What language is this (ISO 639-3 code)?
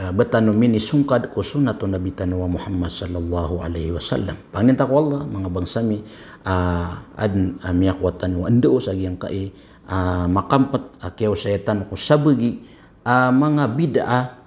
mrw